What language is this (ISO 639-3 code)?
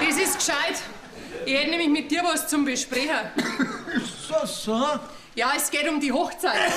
bar